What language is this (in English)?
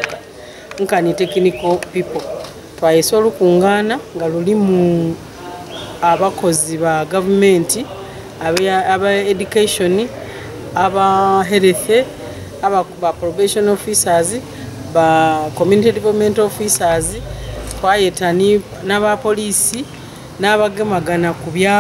Soga